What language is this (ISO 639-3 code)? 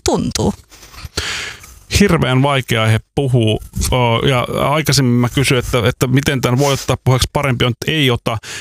fin